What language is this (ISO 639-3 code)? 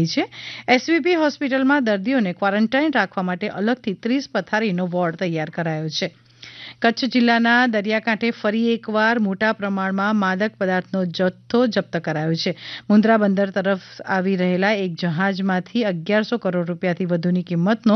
guj